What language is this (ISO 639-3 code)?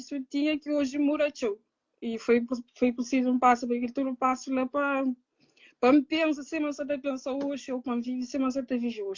kea